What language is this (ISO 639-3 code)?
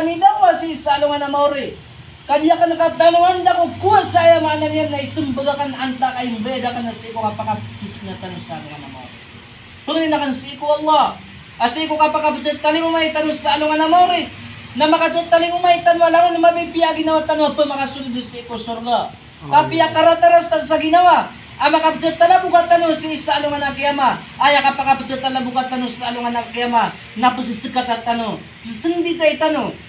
mrw